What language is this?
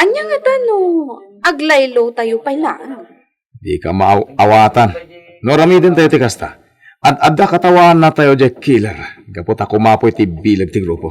Iloko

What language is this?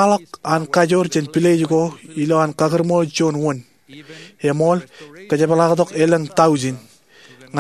Marshallese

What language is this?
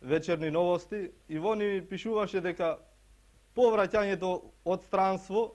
Macedonian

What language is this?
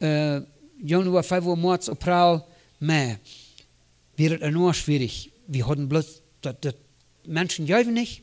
Plautdietsch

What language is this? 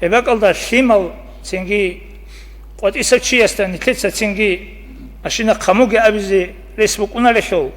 Avaric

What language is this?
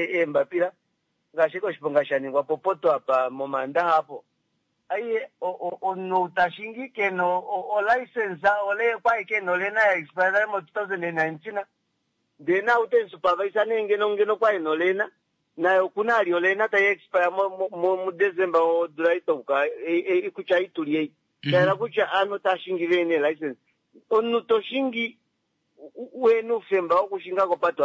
Kuanyama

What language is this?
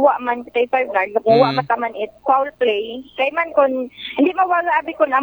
Aklanon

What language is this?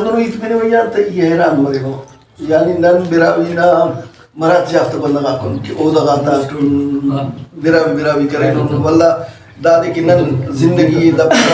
Brahui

